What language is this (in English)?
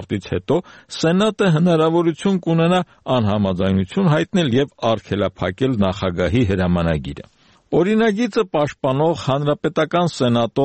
Armenian